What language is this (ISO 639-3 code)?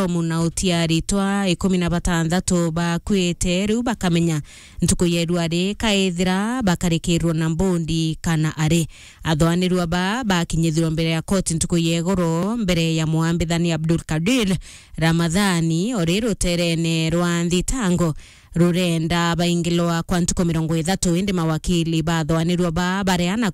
mer